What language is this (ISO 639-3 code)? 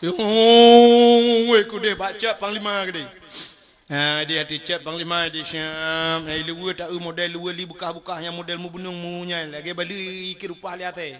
ace